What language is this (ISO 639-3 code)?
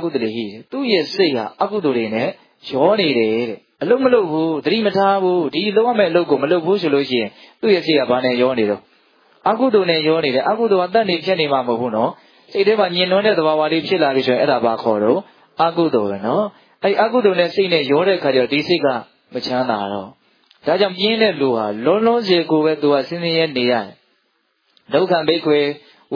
mya